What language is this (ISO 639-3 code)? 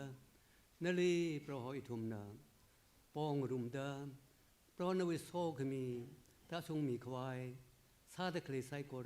nmf